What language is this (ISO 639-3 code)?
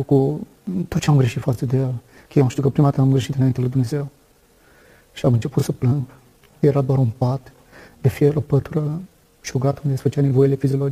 ron